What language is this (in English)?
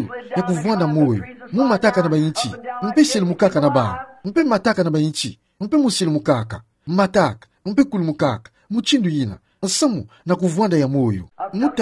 Kituba (Democratic Republic of Congo)